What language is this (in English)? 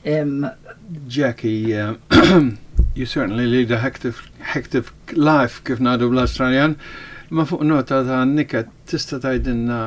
Maltese